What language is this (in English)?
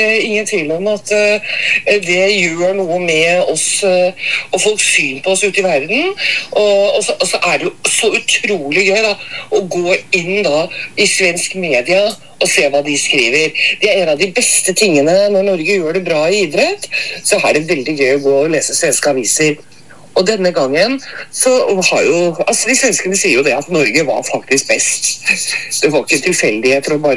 Norwegian